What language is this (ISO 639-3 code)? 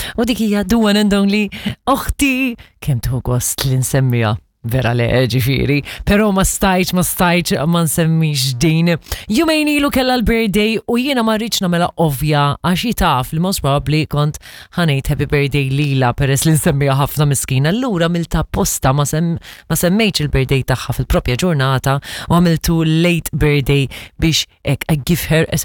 mlt